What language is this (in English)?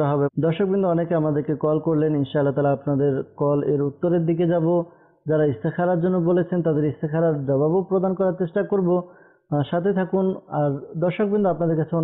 Bangla